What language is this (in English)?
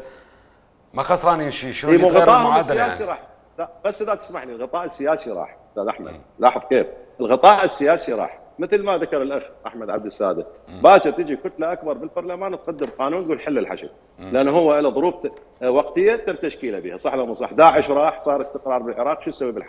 Mesopotamian Arabic